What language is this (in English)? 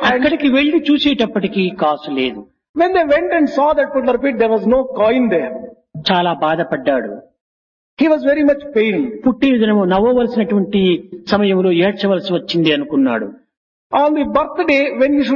Telugu